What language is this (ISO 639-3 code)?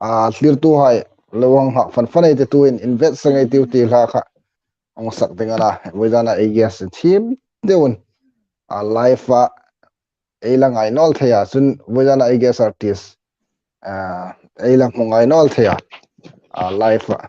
hmr